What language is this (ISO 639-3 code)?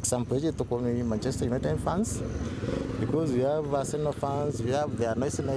mer